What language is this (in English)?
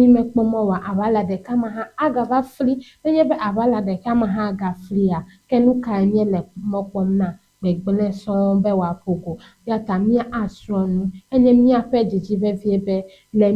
Ewe